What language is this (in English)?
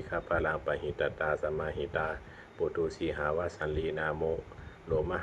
Pali